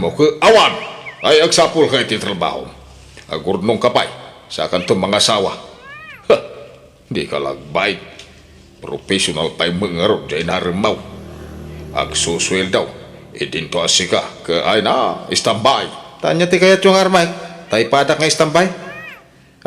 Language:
Iloko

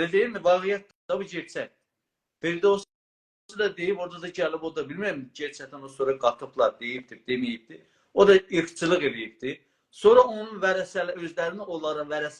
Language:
South Azerbaijani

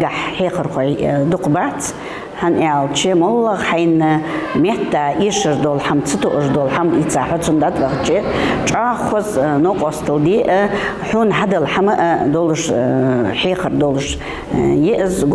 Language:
Ingush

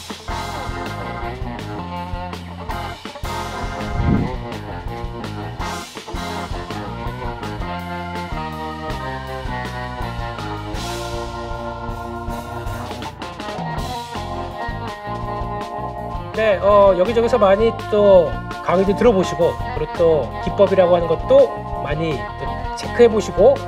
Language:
Korean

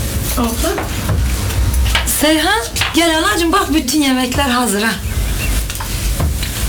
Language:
Turkish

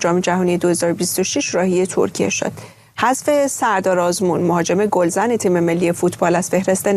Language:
Persian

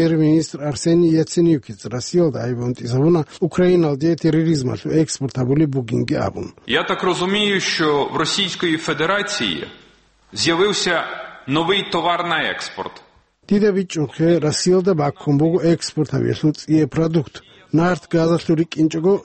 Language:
Avaric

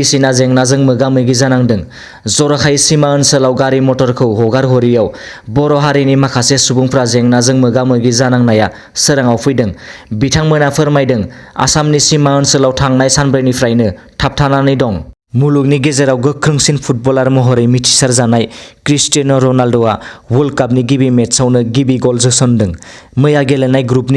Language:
Bodo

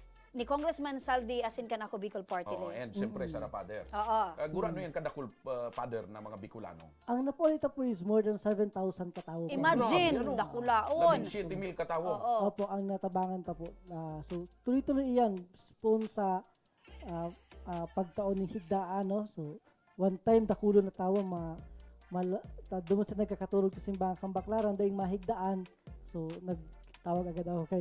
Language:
Bikol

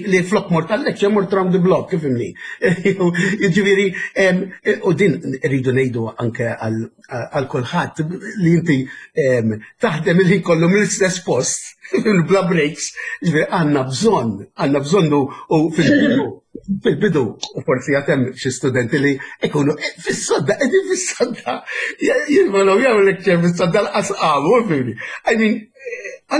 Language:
Maltese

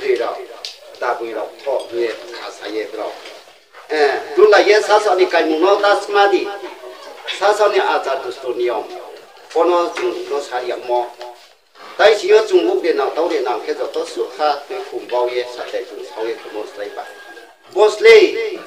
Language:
Riang (India)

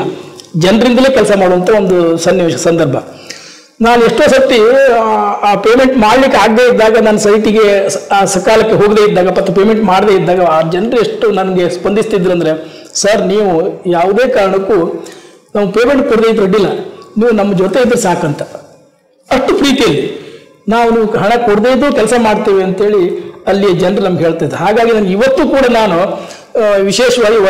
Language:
Kannada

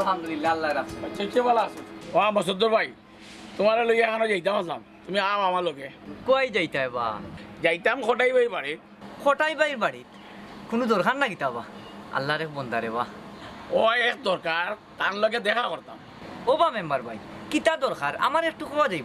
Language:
Sylheti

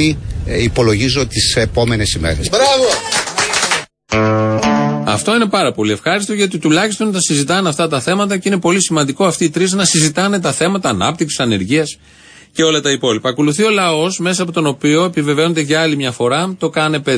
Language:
Greek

